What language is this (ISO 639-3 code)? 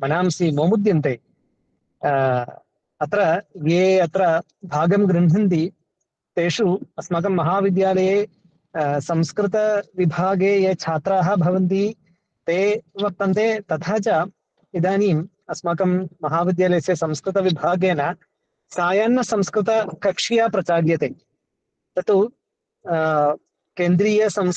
san